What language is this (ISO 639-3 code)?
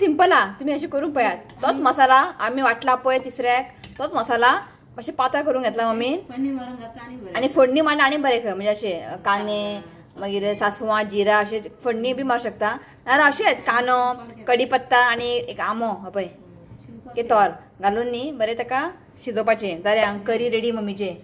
kok